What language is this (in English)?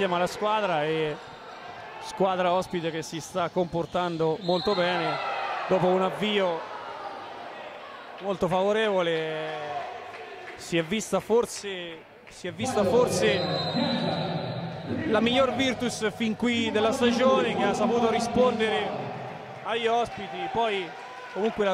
Italian